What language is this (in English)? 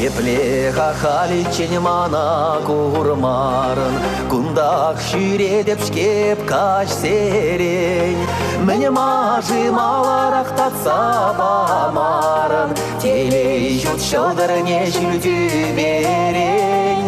Chuvash